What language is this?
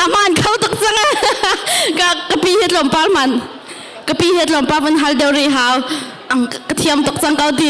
Hakha Chin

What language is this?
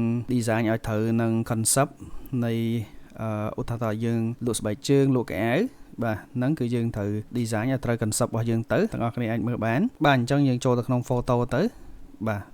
Khmer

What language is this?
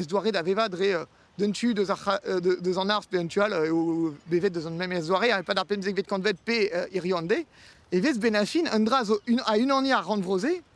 Breton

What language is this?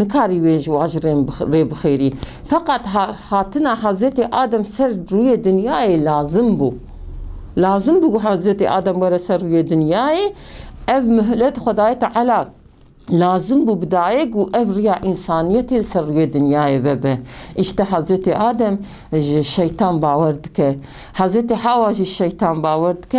Kurdish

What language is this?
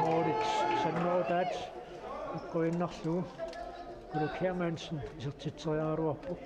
Kalaallisut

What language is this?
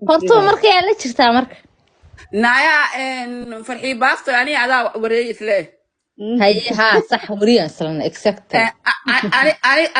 Somali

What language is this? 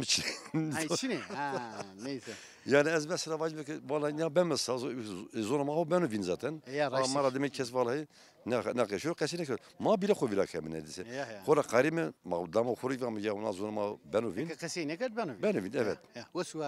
Zaza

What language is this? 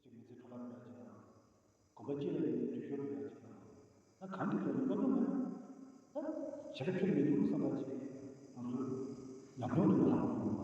Tibetan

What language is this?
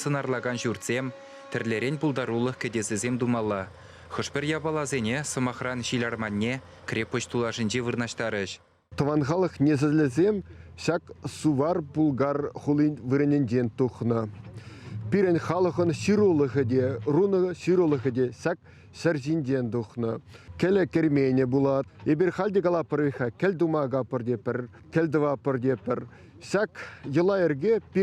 Chuvash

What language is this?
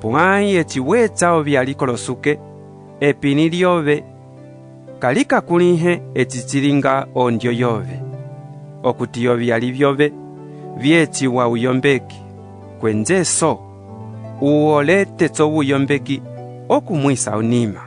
Umbundu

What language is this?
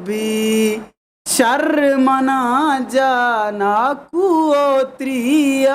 Eastern Balochi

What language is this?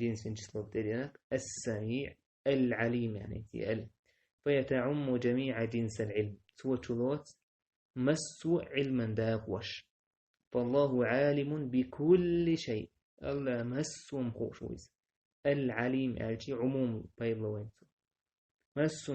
Chechen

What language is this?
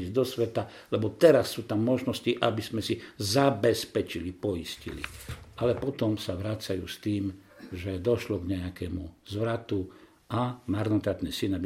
Slovak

